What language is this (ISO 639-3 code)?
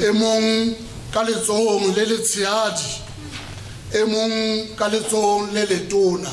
sot